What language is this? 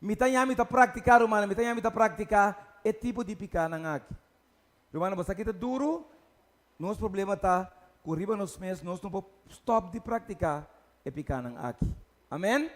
Papiamento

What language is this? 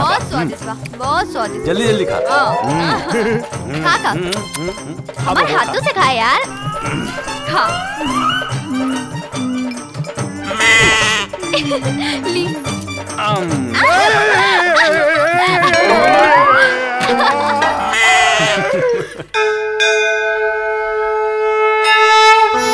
Bhojpuri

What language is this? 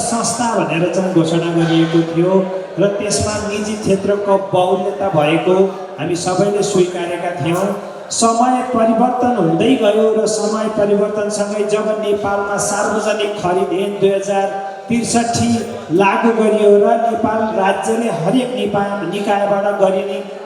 Nepali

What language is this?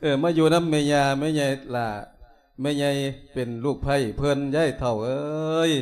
Lao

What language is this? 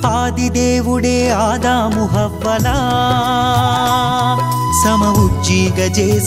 Telugu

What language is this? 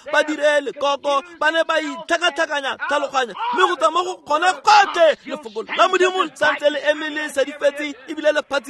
Tswana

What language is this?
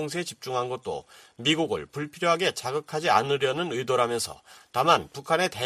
Korean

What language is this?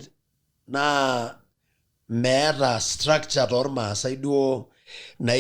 Masai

